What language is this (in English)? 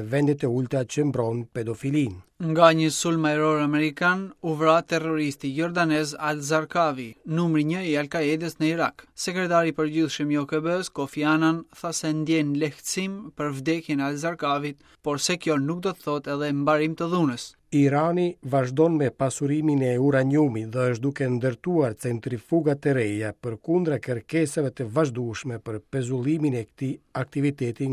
Albanian